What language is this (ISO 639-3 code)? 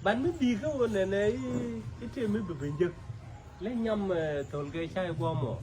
nus